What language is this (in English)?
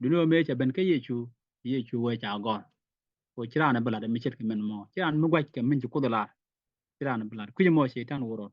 Nuer